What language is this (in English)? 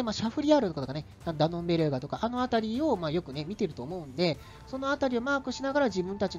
Japanese